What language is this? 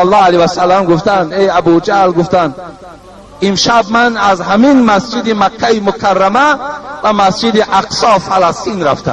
Tajik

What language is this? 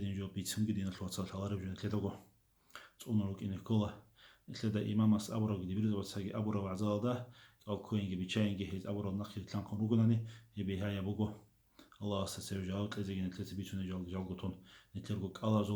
Avaric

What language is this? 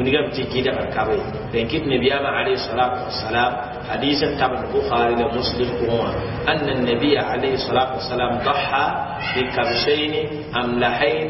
Mossi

